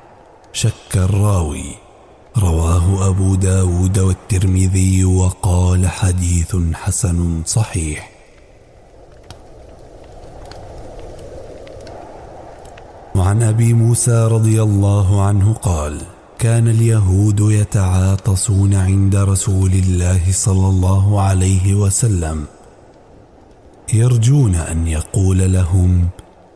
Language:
Arabic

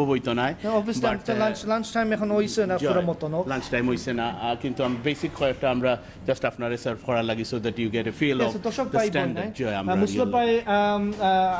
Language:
Sylheti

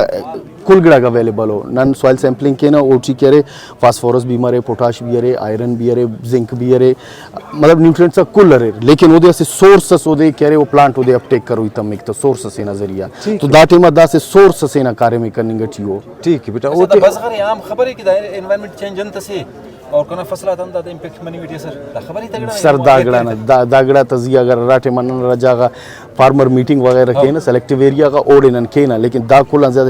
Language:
Brahui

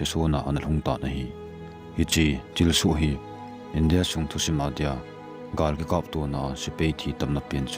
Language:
Thado Chin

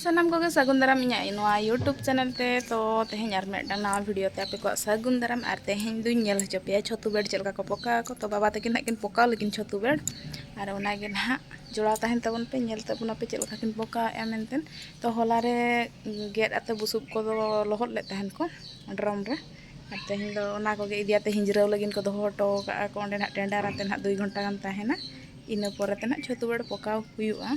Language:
Santali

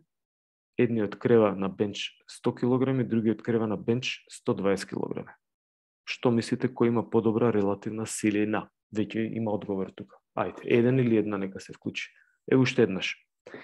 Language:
Macedonian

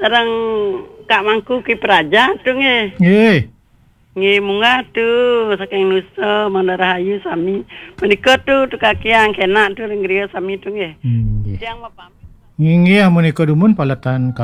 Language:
Balinese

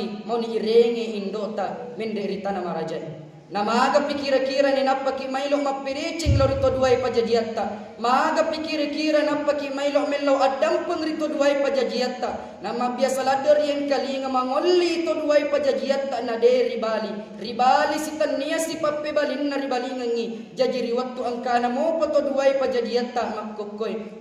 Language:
Buginese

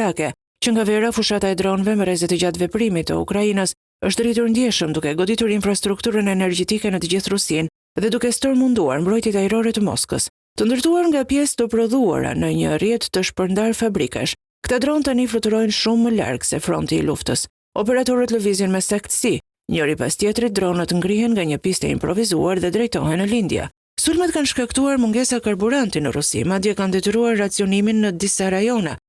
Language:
Albanian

